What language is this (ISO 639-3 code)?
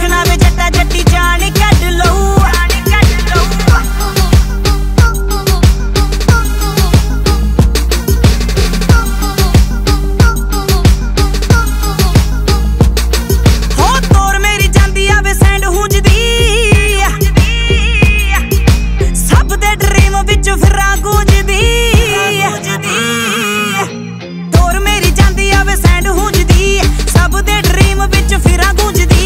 pan